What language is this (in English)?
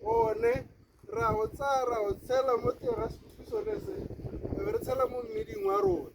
Tswana